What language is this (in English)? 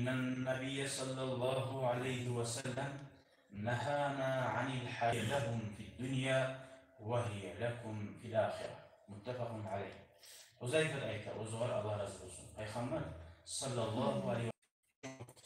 Kumyk